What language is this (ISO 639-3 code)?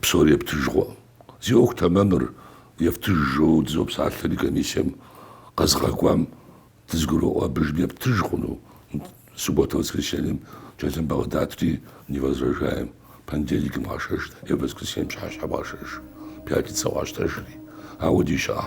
kbd